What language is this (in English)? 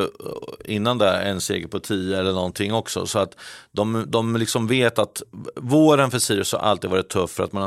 Swedish